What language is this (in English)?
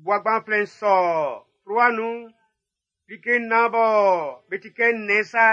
Baoulé